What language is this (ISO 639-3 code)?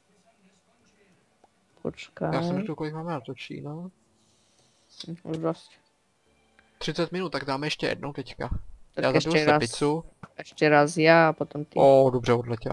ces